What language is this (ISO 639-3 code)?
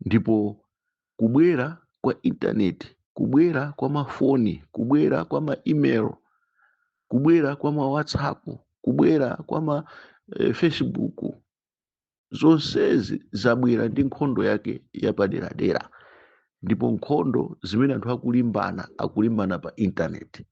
nya